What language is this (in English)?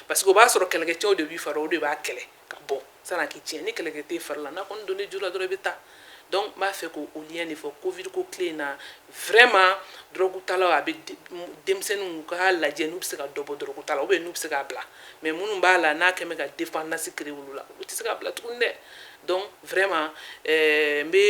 Bambara